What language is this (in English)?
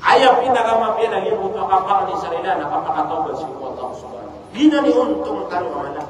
Maranao